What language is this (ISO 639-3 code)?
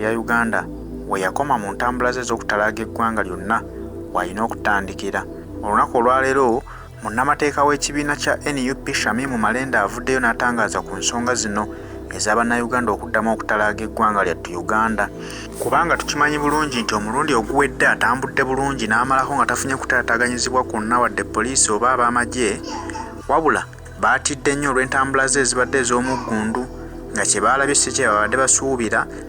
lug